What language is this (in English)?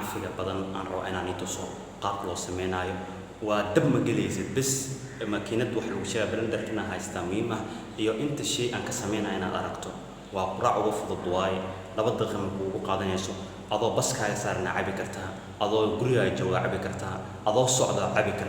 Somali